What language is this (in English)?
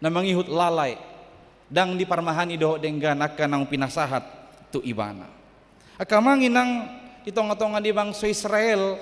Batak Toba